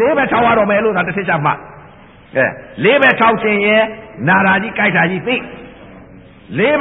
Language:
Burmese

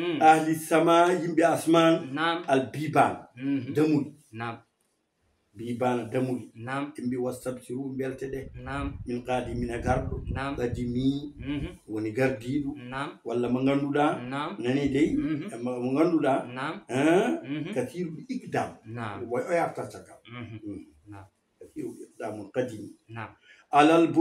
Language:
Fula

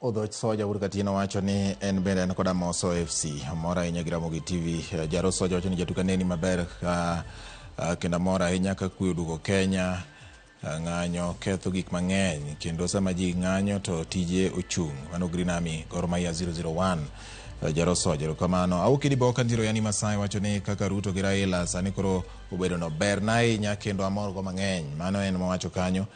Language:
Luo (Kenya and Tanzania)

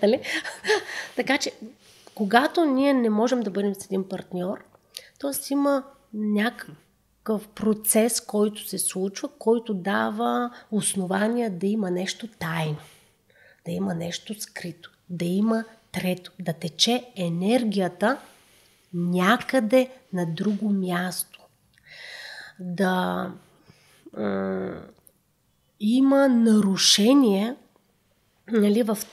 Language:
Bulgarian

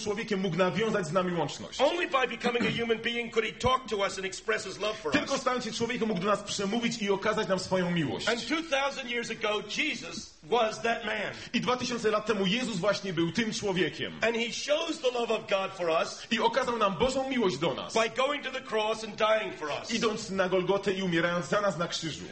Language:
Polish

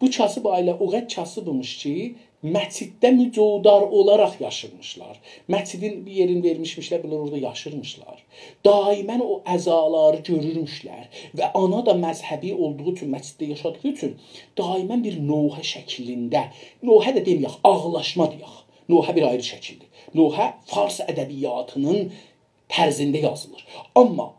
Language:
South Azerbaijani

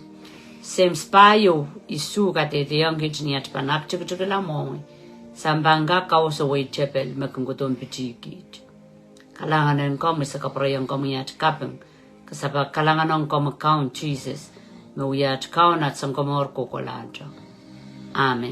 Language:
Pohnpeian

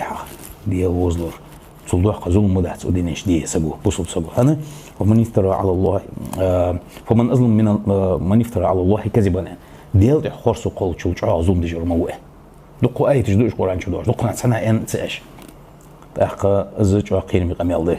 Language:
Ingush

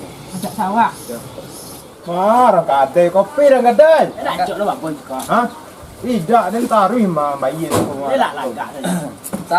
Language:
Minangkabau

